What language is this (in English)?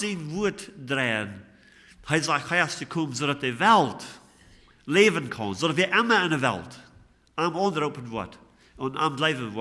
Plautdietsch